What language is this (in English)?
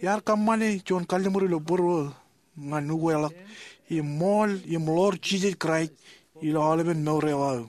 Marshallese